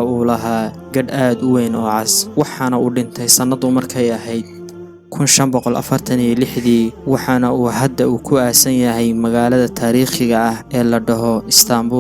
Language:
Somali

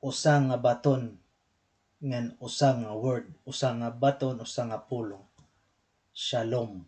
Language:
Waray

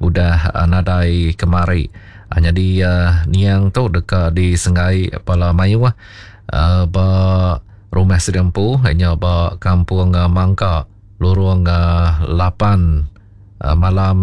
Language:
Iban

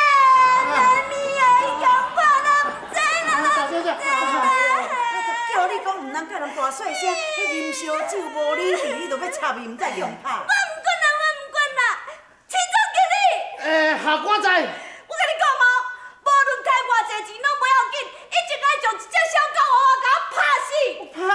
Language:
Min Nan Chinese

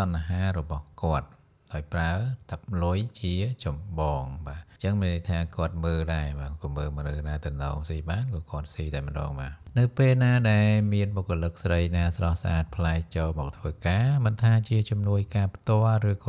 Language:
Khmer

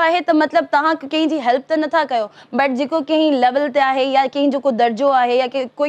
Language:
Sindhi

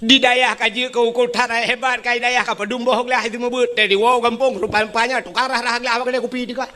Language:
Achinese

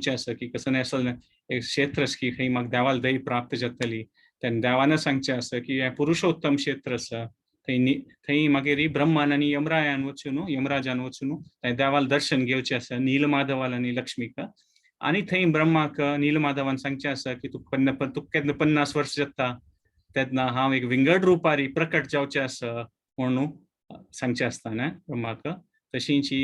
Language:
Konkani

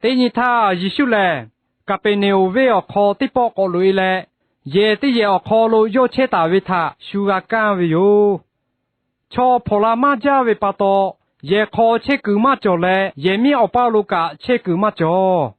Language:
Lahu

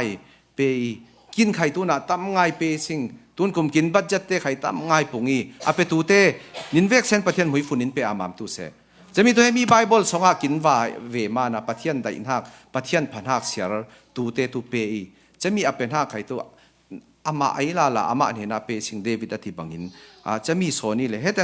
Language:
Falam Chin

